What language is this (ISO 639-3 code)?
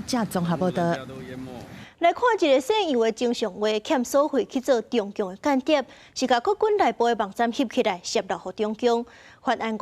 nan